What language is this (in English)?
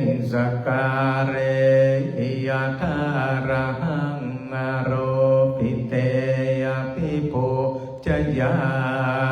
Pali